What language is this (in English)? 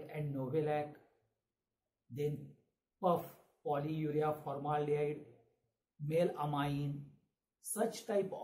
Marathi